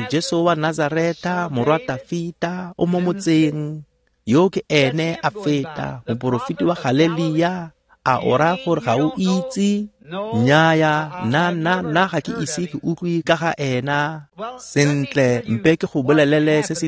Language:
Tswana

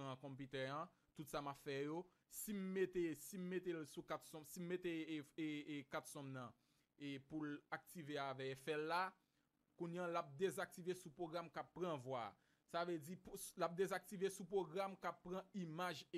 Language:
Haitian Creole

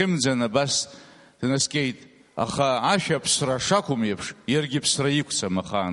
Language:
Abkhazian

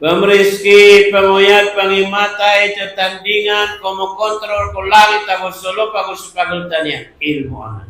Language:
Maranao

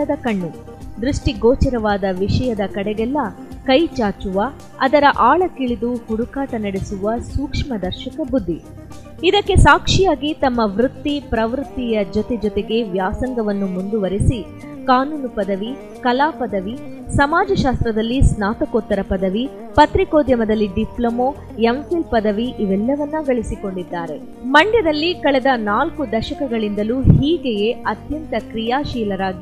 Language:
Kannada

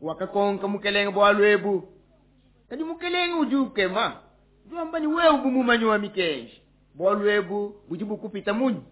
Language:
Luba-Lulua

